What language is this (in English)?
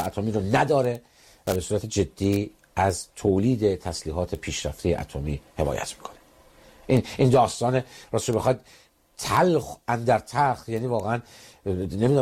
Persian